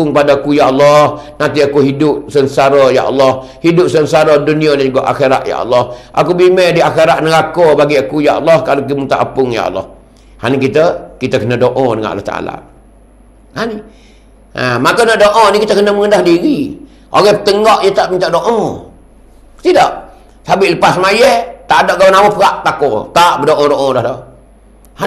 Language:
Malay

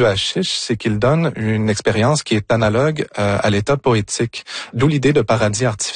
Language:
French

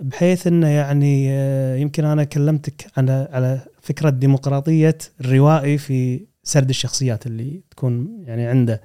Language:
Gulf Arabic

